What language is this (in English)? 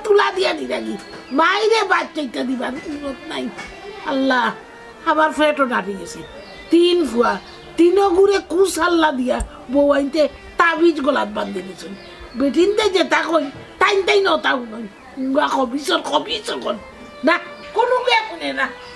Sylheti